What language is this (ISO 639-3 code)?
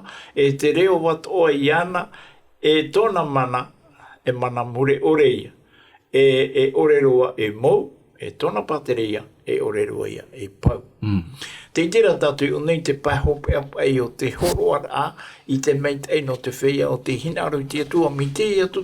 tah